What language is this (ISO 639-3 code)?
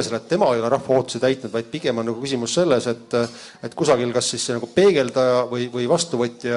est